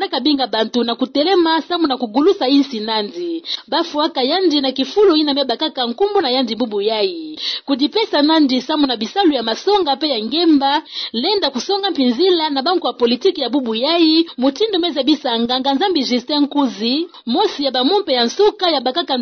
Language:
Kituba (Democratic Republic of Congo)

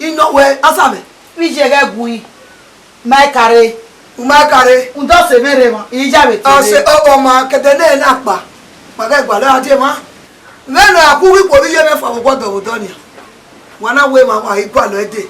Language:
Bini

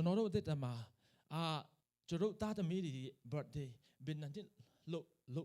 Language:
Tedim Chin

